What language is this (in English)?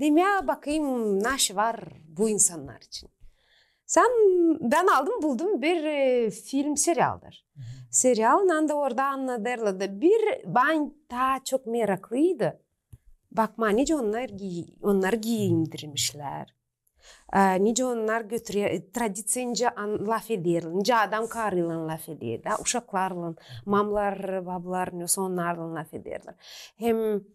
Gagauz